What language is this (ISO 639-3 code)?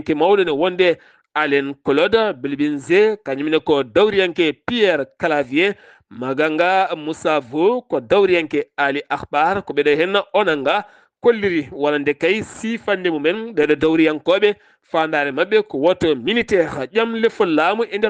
ful